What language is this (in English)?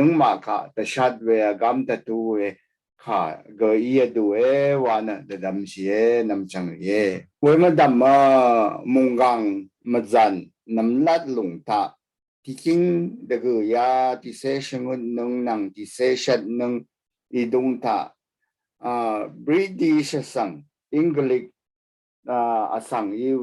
Rawang